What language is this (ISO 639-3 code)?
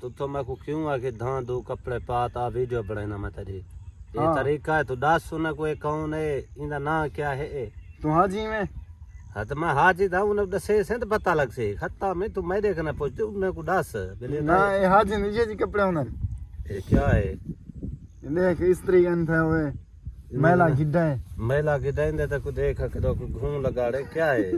skr